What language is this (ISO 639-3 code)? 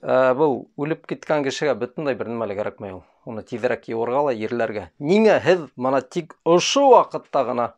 bak